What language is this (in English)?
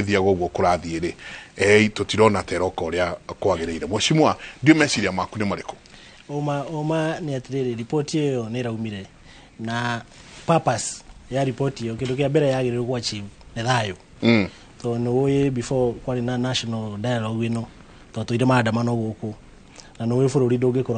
Kikuyu